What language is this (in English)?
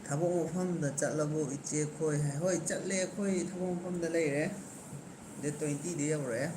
Manipuri